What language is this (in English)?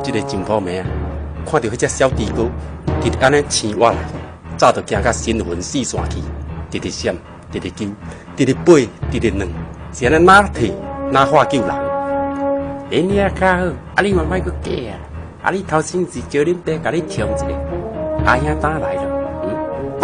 Min Nan Chinese